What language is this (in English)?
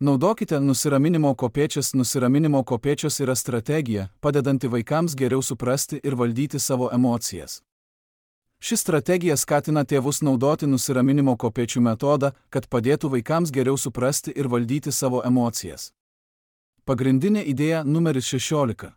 Lithuanian